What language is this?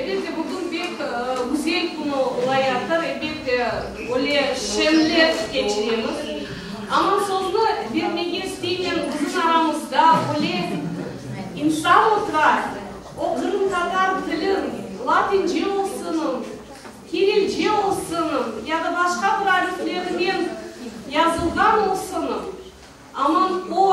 Crimean Tatar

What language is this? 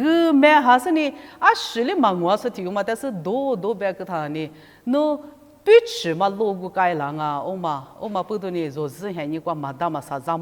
Lisu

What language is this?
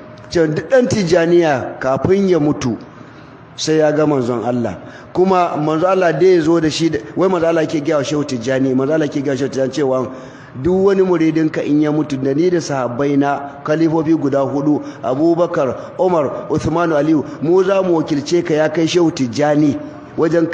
Hausa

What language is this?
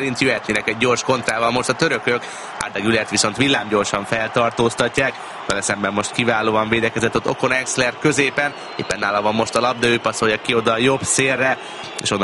Hungarian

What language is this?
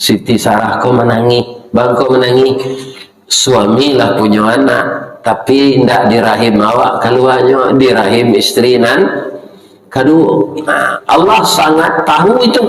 Minangkabau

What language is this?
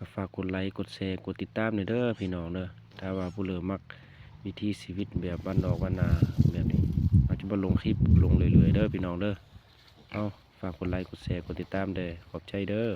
Lao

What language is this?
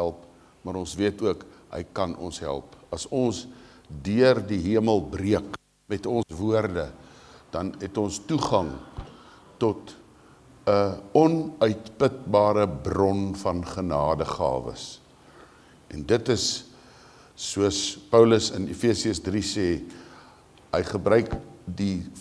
Afrikaans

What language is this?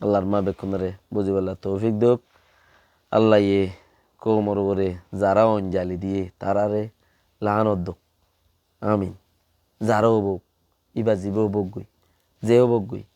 Rohingya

